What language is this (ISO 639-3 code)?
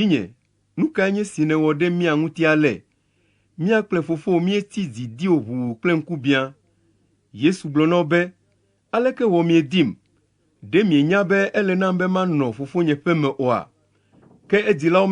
ewe